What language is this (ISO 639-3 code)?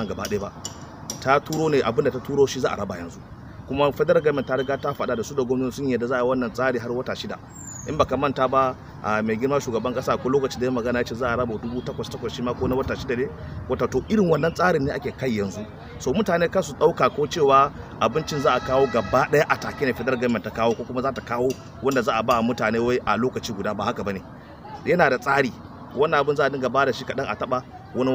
hau